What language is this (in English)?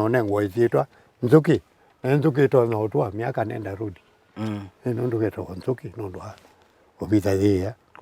Kamba